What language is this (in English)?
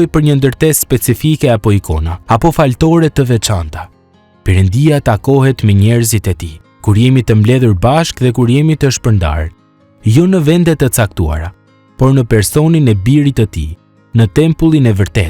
Albanian